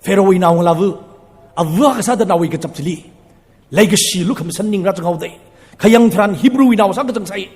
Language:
Tangkhul Naga (India)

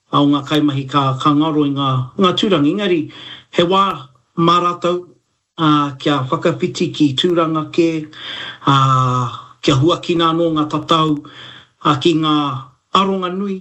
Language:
Māori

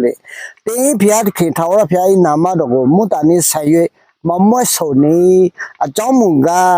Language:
Akha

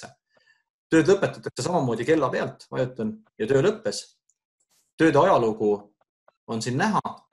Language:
Estonian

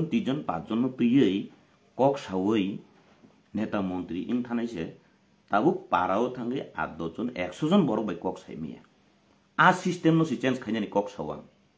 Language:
Kok Borok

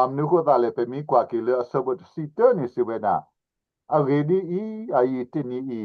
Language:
S'gaw Karen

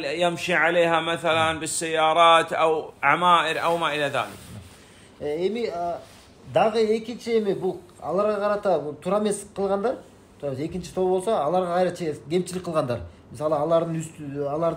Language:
Kyrgyz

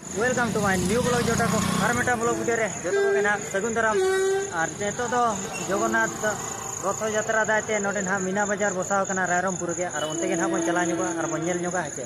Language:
Santali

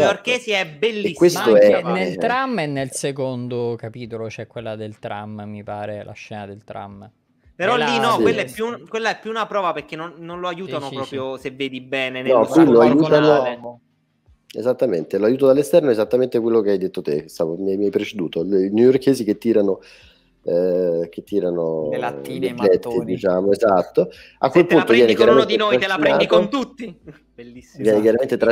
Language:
Italian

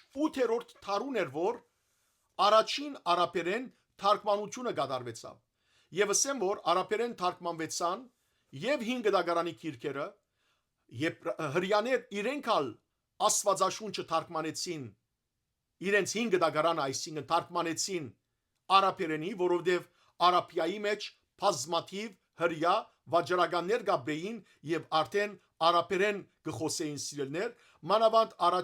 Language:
Western Armenian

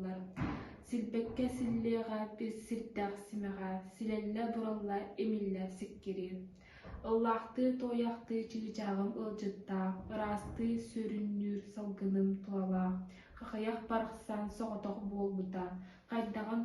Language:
Yakut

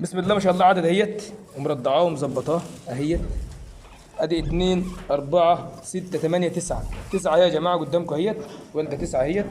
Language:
Egyptian Arabic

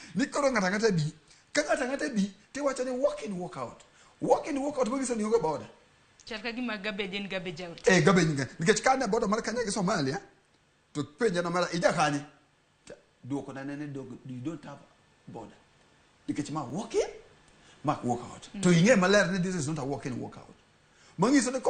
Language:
Luo (Kenya and Tanzania)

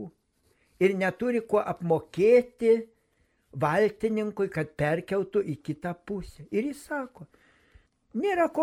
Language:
Lithuanian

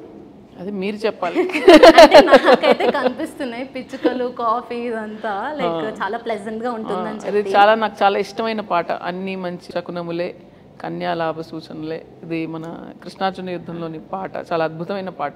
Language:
Telugu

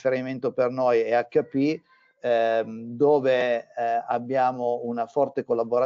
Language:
Italian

